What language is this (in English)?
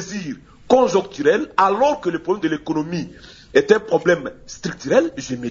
French